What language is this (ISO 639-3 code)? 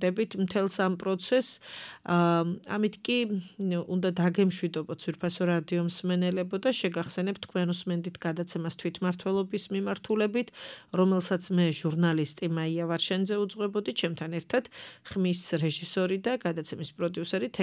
kat